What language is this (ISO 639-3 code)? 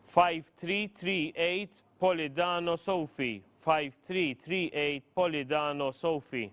eng